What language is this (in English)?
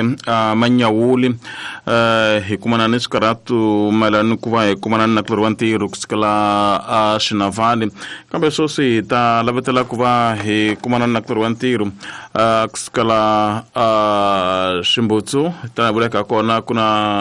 Tsonga